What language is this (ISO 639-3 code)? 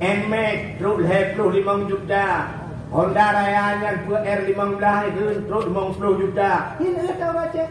ace